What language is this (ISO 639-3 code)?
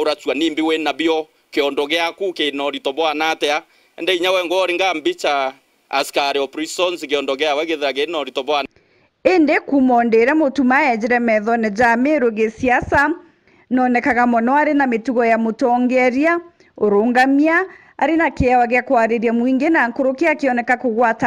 mer